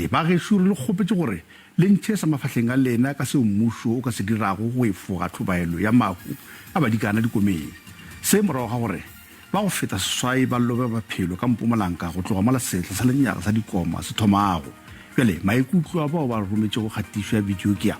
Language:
Northern Sotho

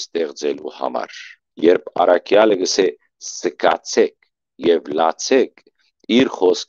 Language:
Western Armenian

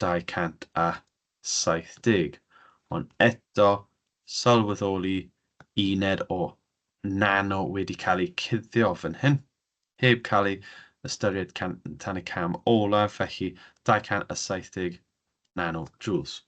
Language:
Welsh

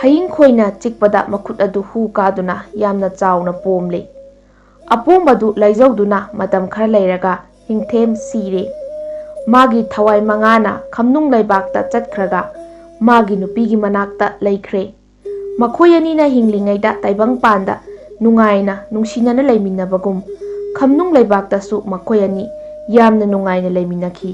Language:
Manipuri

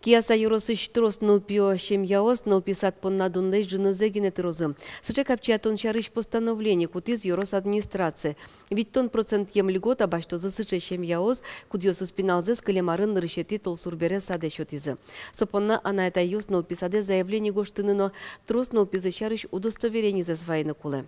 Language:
Udmurt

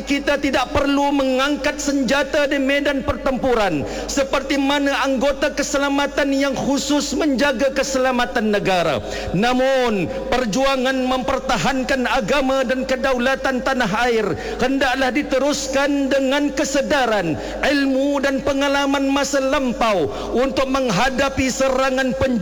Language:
Malay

